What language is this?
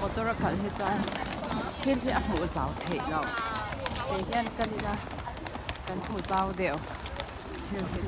Mizo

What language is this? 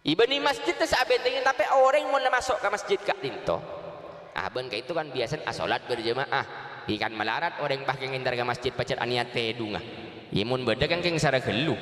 Madurese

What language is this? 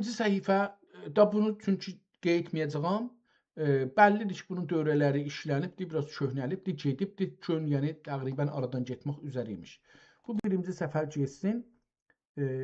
South Azerbaijani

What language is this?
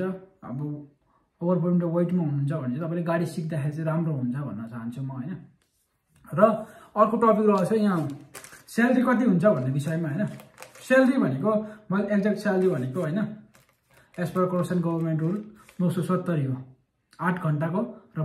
Nepali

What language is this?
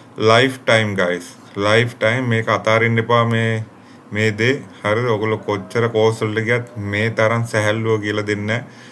Sinhala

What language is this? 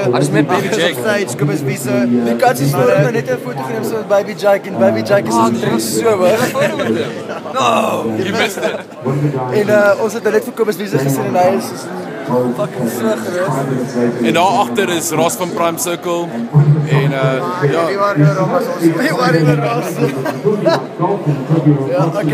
Afrikaans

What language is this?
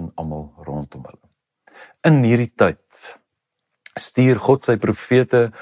Afrikaans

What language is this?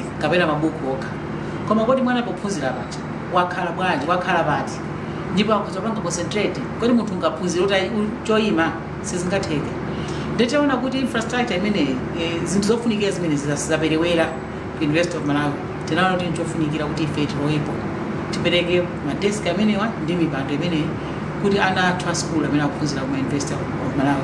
Nyanja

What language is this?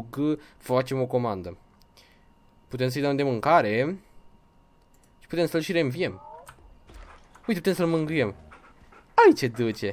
Romanian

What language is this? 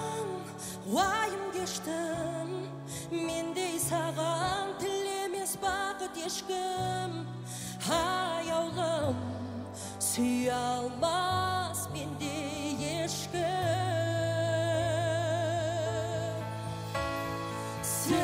Kazakh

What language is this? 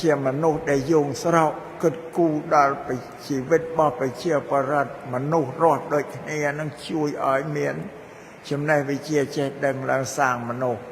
Khmer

